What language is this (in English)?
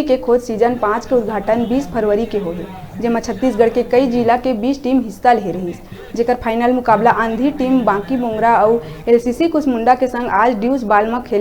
Chhattisgarhi